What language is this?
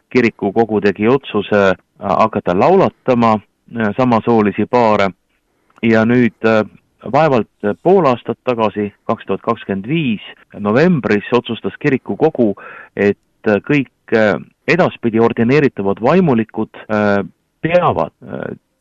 Estonian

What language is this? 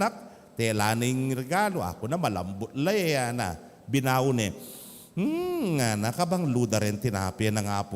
Pampanga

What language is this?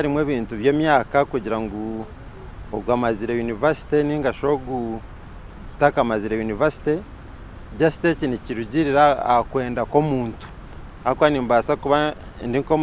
Nyankole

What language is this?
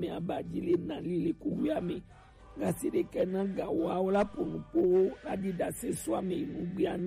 Gen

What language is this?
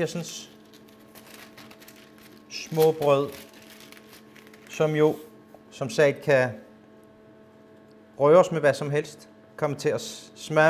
Danish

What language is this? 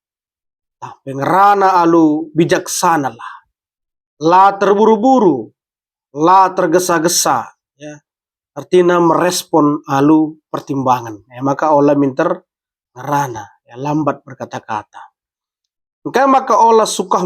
Batak Karo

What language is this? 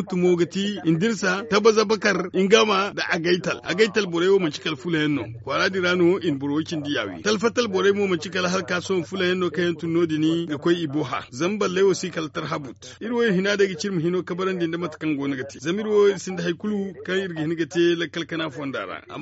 Zarma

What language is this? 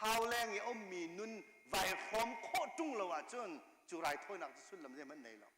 Hakha Chin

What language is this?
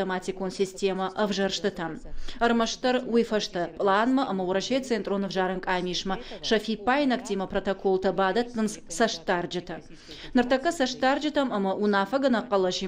Ossetic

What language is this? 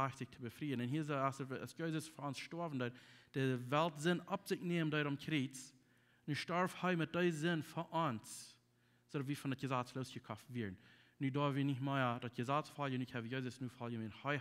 Plautdietsch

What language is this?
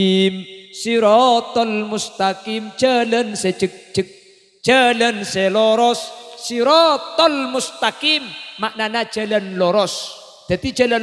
Madurese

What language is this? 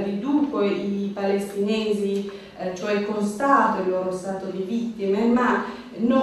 Italian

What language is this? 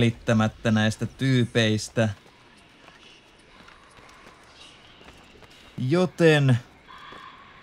Finnish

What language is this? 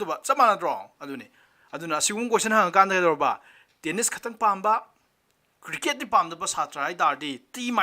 Manipuri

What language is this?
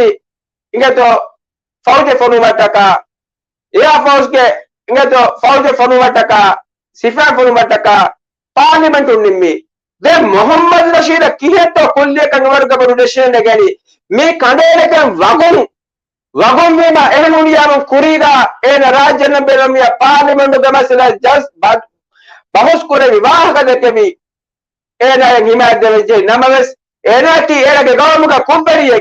Divehi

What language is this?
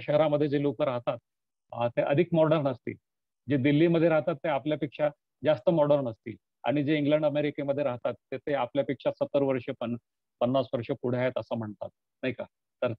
Marathi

